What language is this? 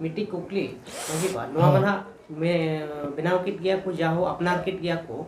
Santali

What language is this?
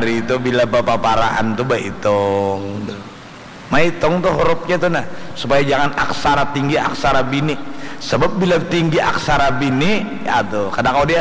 Banjar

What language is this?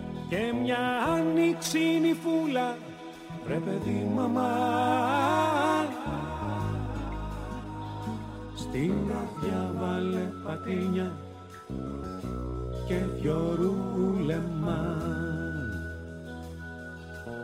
Greek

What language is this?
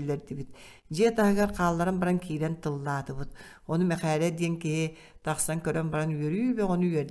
Yakut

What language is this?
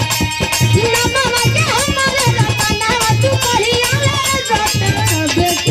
Bhojpuri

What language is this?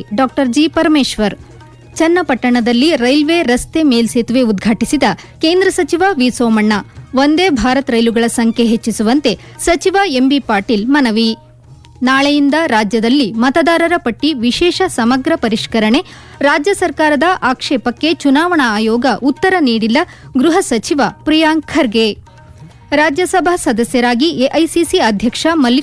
Kannada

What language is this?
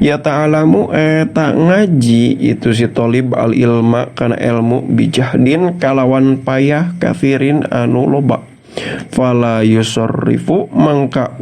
Sundanese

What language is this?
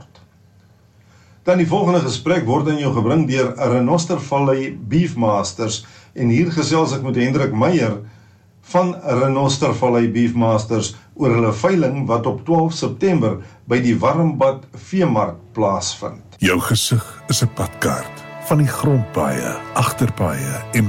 Afrikaans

